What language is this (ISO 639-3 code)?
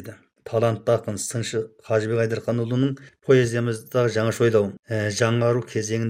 kaz